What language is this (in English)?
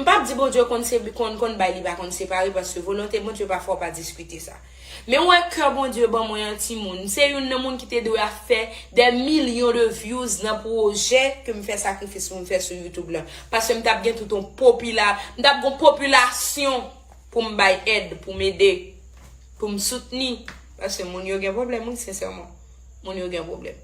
Haitian Creole